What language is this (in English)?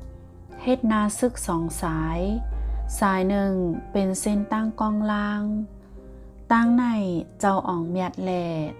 Shan